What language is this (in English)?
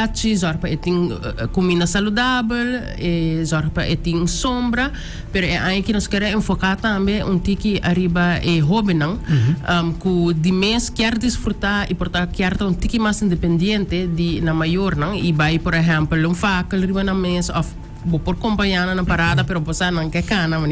Papiamento